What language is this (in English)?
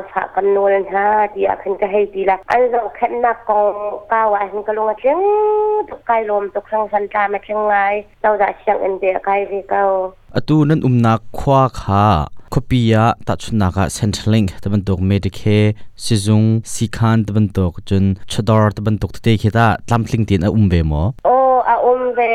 Hakha Chin